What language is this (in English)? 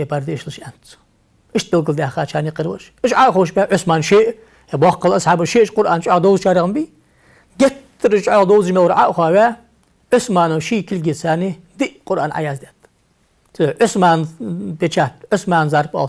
Ingush